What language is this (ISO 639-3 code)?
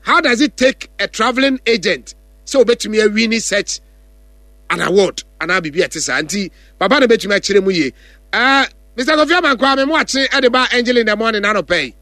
aka